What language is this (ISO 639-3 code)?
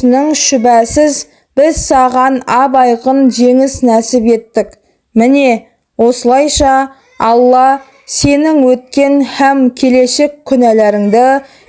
kaz